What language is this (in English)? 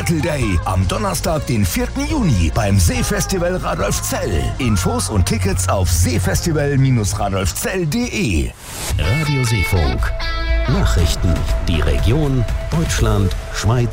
German